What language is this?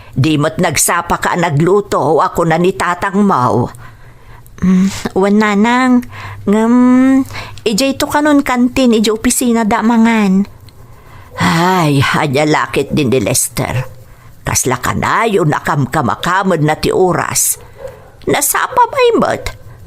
Iloko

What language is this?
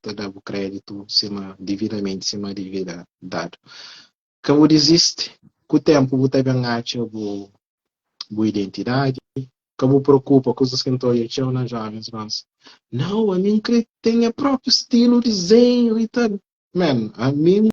Kabuverdianu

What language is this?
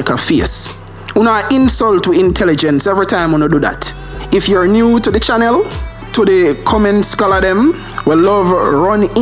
Jamaican Creole English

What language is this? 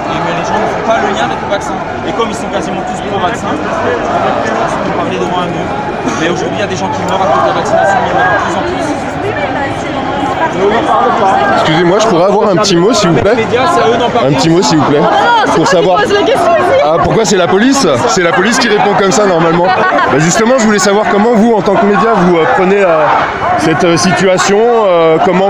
French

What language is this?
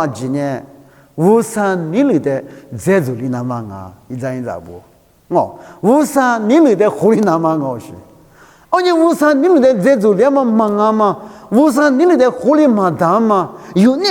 Lisu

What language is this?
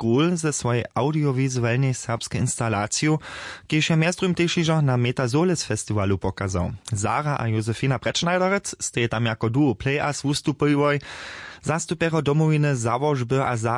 Upper Sorbian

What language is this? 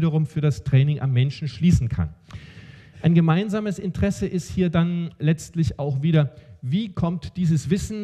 German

